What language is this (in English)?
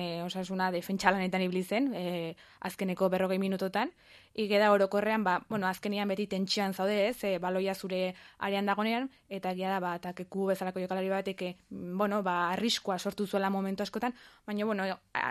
Basque